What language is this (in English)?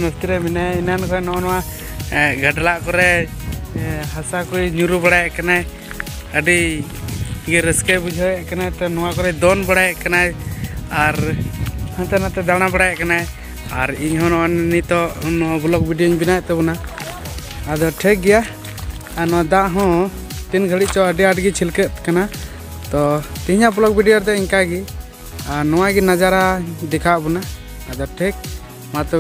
Santali